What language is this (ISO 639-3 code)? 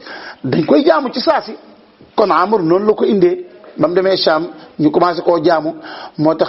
wol